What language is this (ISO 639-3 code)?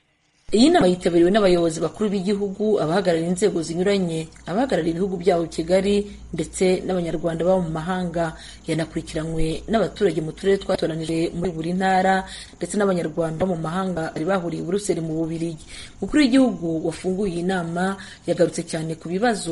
kin